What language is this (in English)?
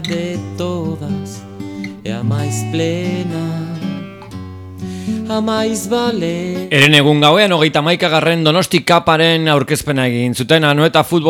Basque